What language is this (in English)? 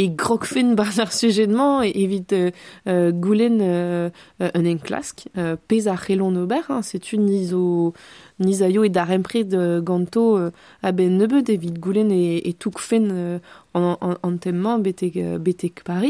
Breton